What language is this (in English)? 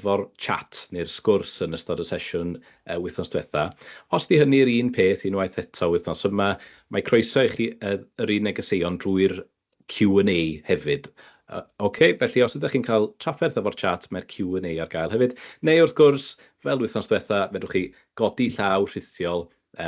Welsh